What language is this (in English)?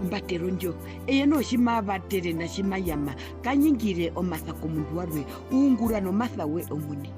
Herero